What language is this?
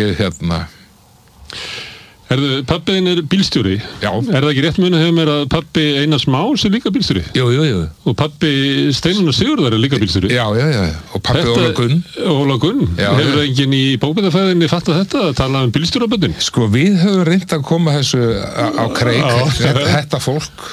Icelandic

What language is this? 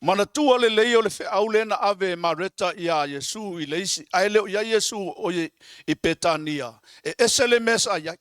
Samoan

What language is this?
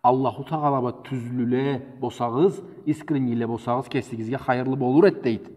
Karachay-Balkar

